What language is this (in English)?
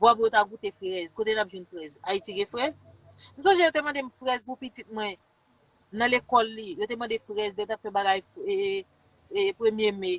Haitian Creole